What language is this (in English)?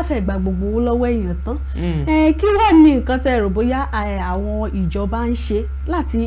Yoruba